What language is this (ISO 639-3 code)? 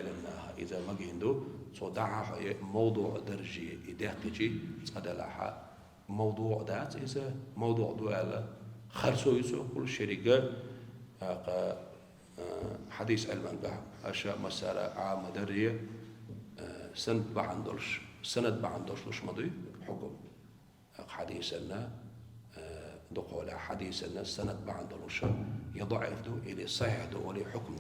che